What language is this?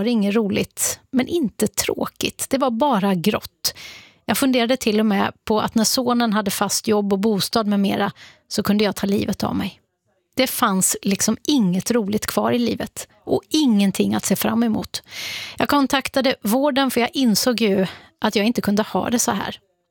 Swedish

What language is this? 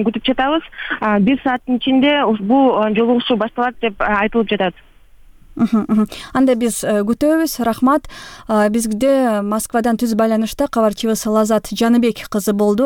Kyrgyz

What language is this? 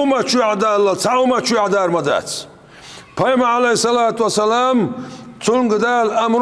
Chechen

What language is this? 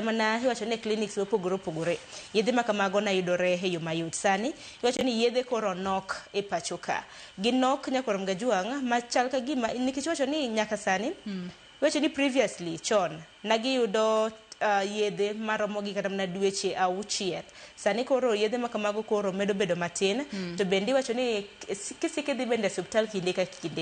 Luo (Kenya and Tanzania)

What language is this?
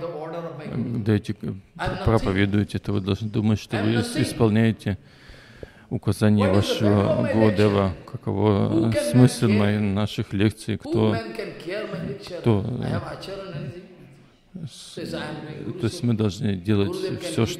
Russian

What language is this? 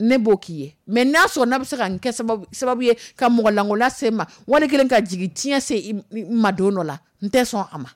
Dyula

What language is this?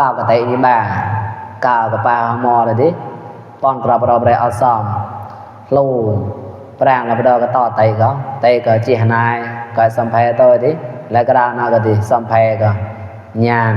Mon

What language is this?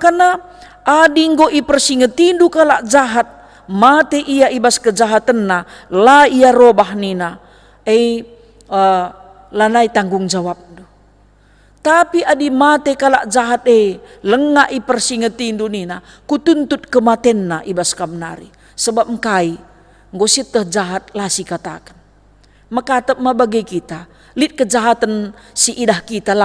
Batak Karo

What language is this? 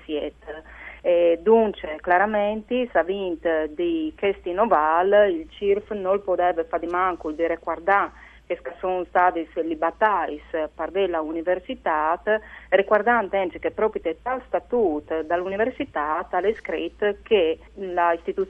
Friulian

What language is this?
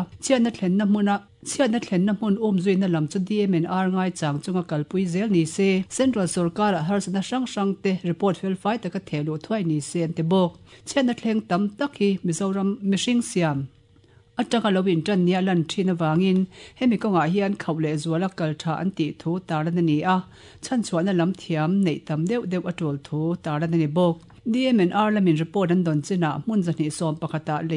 Mizo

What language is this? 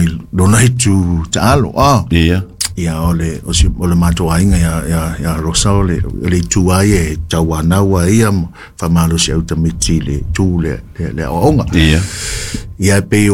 Samoan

